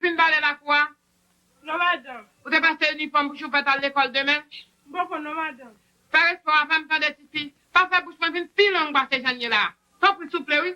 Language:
Haitian Creole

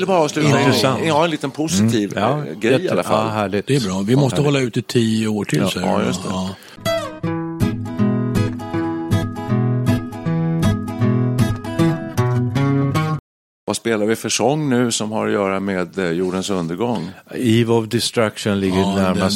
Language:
Swedish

